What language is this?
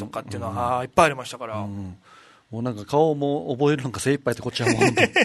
Japanese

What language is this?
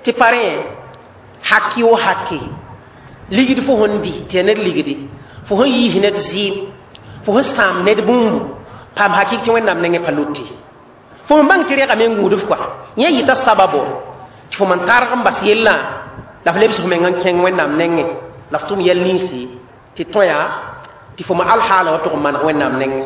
Mossi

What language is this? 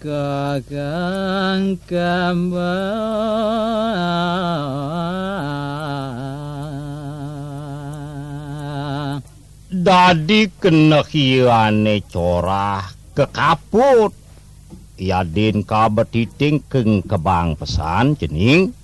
Balinese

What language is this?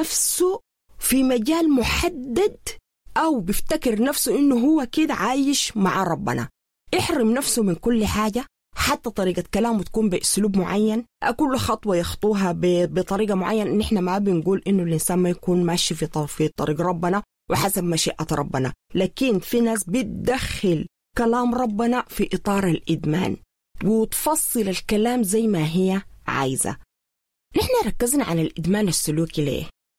Sudanese Arabic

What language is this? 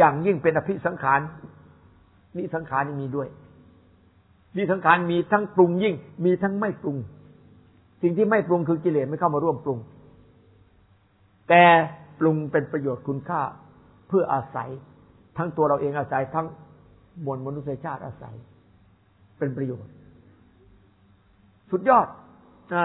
Thai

